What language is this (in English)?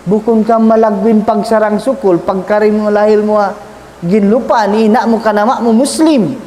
Tausug